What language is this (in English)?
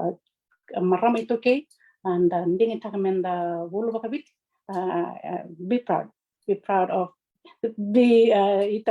Fijian